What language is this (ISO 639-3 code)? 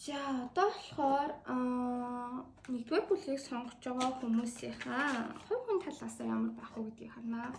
mon